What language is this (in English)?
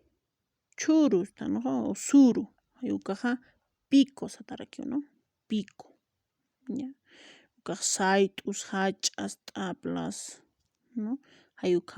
Aymara